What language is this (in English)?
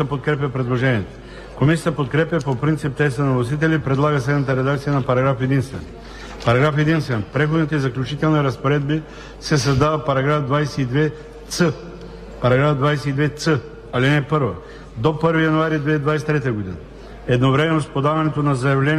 Bulgarian